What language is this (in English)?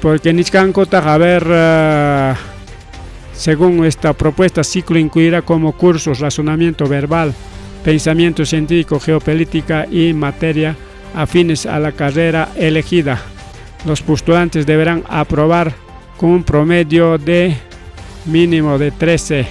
Ayacucho Quechua